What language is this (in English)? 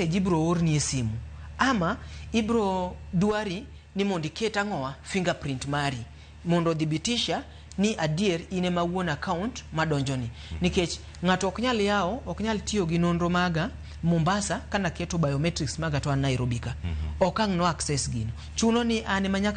Luo (Kenya and Tanzania)